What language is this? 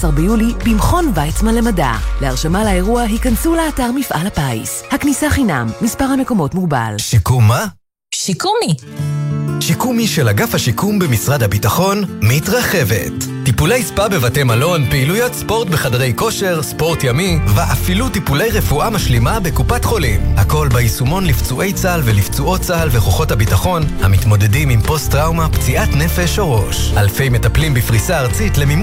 Hebrew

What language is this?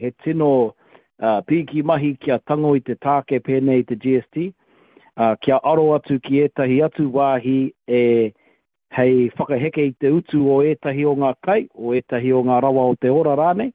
Māori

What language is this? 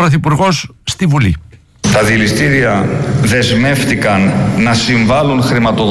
Greek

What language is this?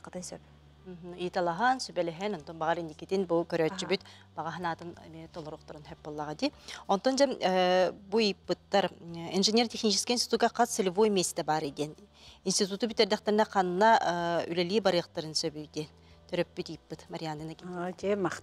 Yakut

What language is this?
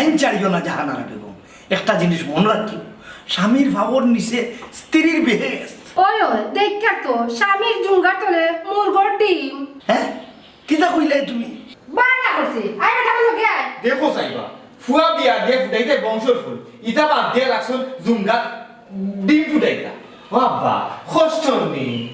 Sylheti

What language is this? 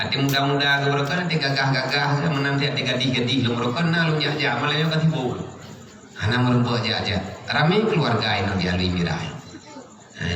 Achinese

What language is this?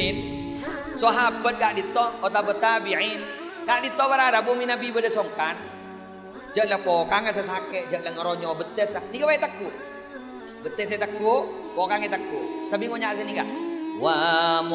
Madurese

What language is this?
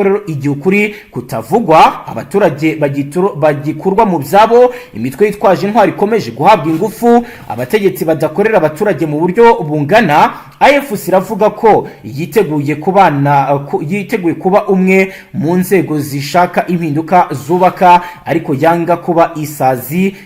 Kinyarwanda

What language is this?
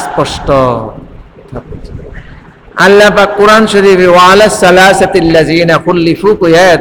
Bangla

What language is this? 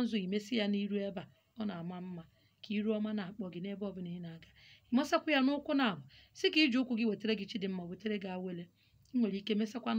Igbo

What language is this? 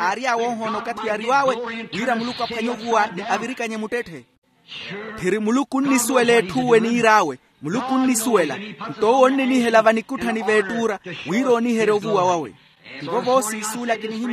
Makhuwa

